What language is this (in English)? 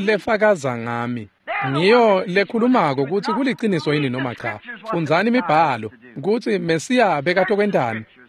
Swati